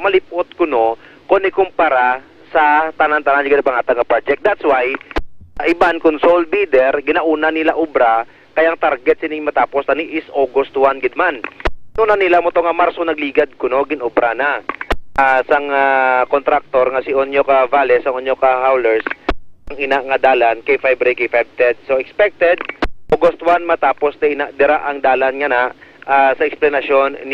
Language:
Hiligaynon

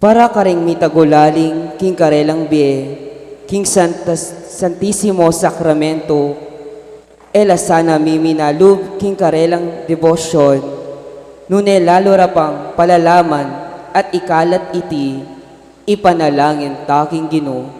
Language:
Pampanga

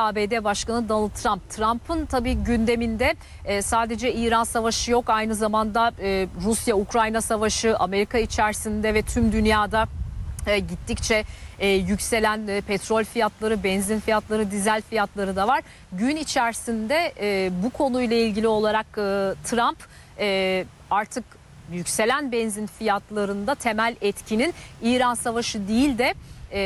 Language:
Turkish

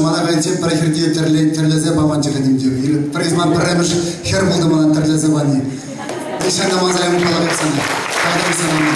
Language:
Chuvash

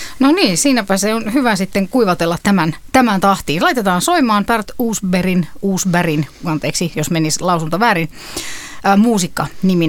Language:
Finnish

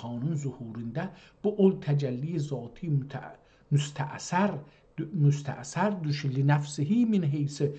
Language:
South Azerbaijani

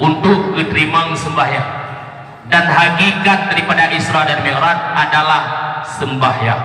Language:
Achinese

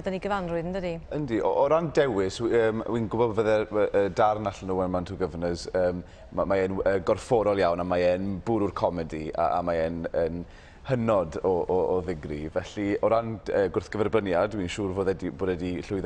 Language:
Welsh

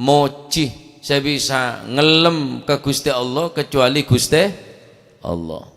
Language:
Madurese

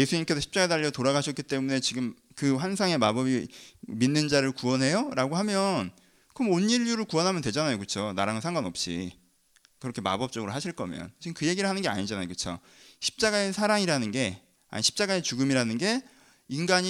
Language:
Korean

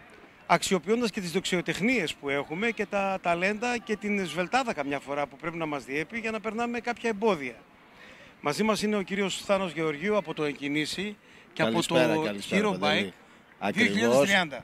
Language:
Greek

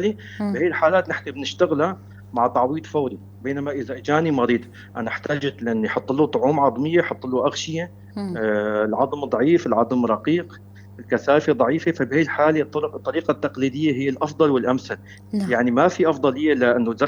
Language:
North Levantine Arabic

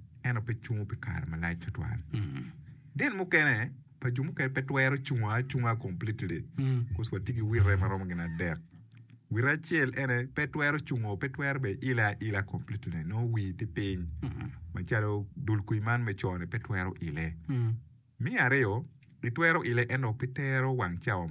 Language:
Acoli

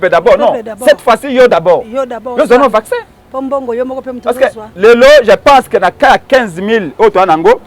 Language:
Lingala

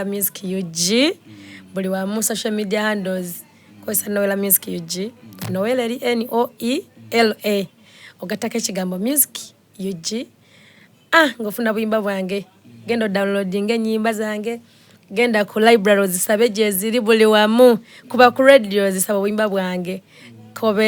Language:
Soga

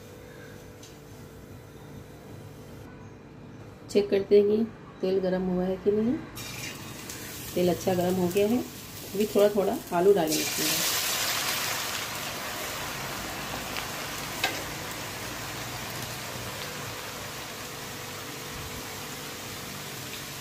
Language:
Hindi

